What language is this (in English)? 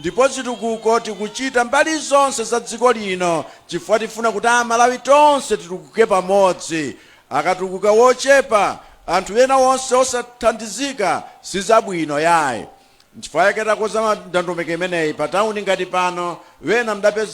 Nyanja